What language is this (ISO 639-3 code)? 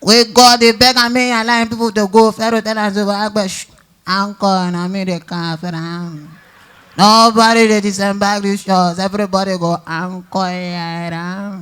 pcm